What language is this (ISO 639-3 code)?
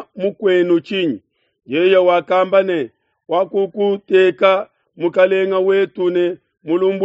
lua